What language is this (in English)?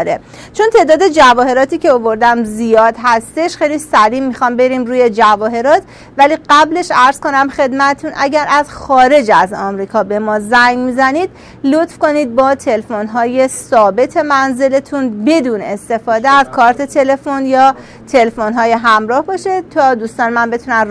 Persian